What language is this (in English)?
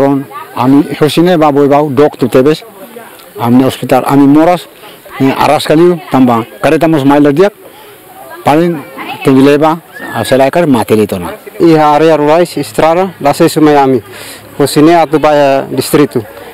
Tetum